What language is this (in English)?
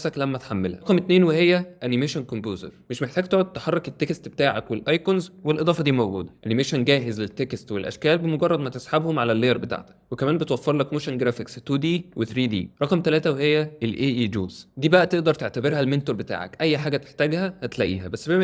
Egyptian Arabic